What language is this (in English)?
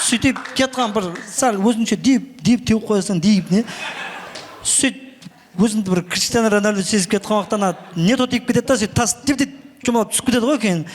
Kara-Kalpak